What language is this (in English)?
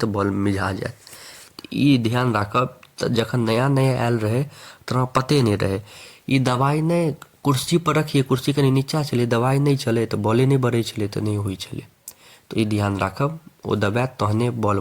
Maithili